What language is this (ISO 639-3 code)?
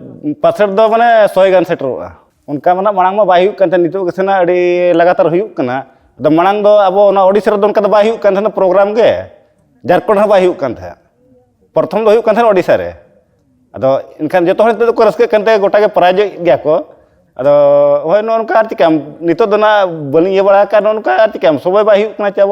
sat